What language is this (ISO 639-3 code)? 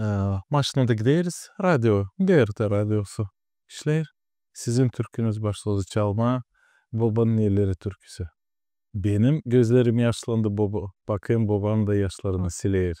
gag